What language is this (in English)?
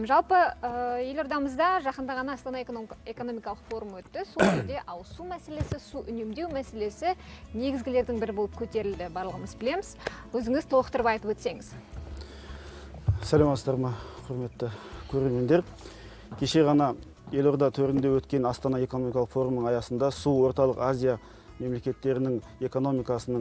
Kazakh